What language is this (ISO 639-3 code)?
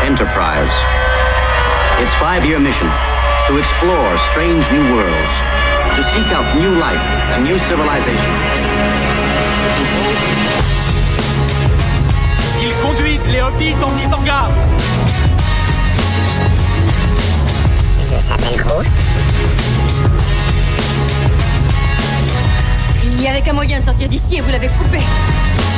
fra